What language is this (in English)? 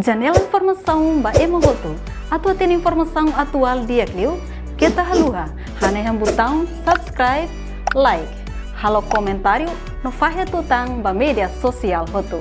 Tetum